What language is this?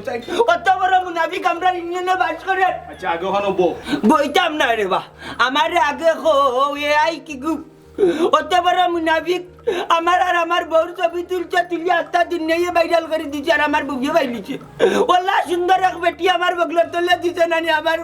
Sylheti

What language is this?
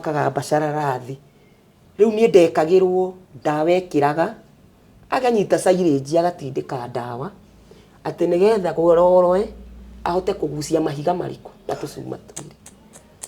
Kikuyu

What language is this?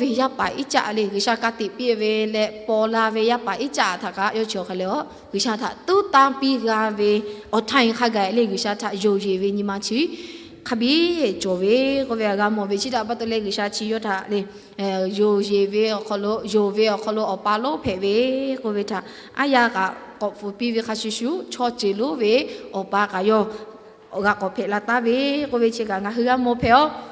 Lahu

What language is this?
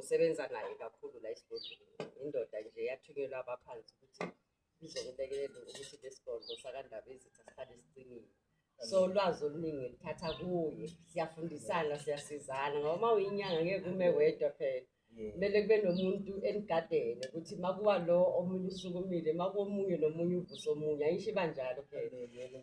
Zulu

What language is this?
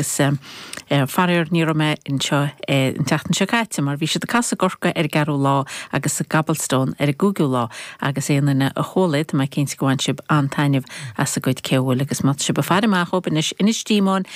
Irish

